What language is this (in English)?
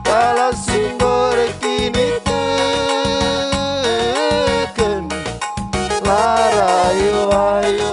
Batak Karo